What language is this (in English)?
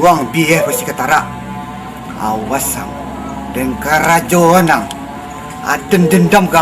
Minangkabau